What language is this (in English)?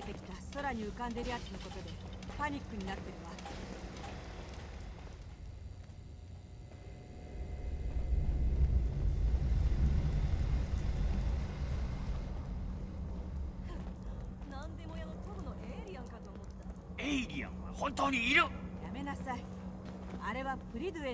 Japanese